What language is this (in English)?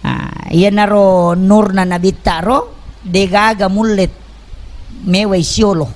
Buginese